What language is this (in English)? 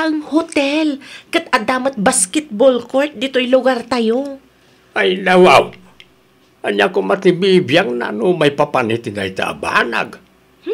Iloko